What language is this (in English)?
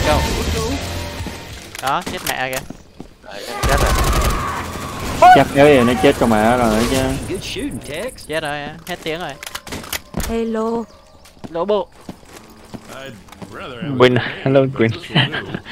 Vietnamese